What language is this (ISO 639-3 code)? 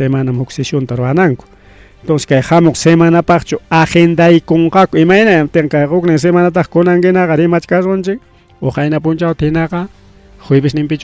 quy